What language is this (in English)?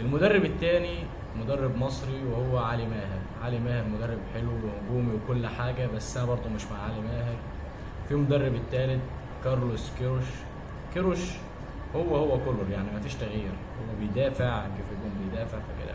Egyptian Arabic